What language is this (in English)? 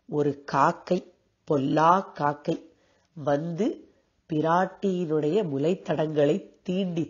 Tamil